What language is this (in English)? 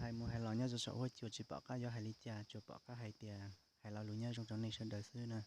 Hmong